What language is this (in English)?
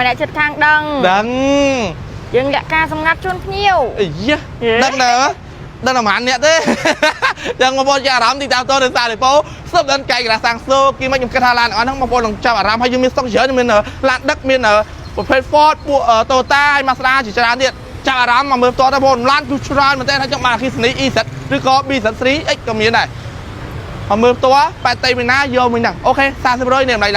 Khmer